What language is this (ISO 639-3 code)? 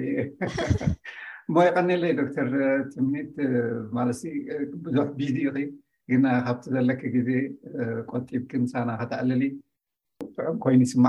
tir